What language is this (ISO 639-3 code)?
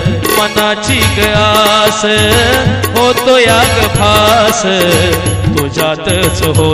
mar